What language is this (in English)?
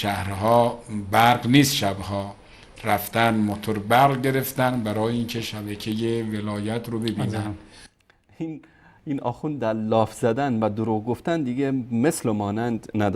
Persian